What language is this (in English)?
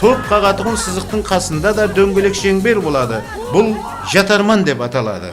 Kara-Kalpak